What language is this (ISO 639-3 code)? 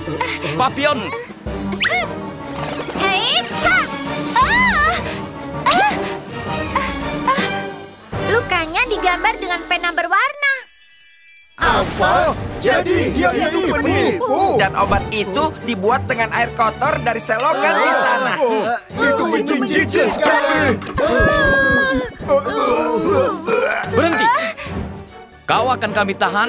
ind